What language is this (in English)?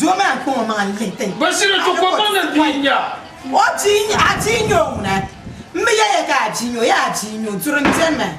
Dagbani